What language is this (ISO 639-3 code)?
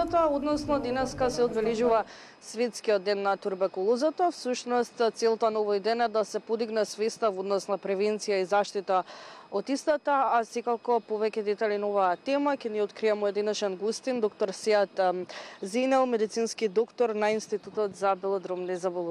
mkd